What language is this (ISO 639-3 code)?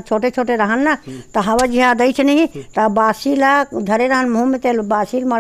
hne